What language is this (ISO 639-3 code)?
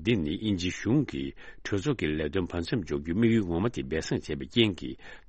bod